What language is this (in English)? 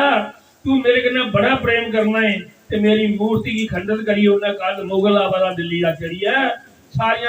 Dogri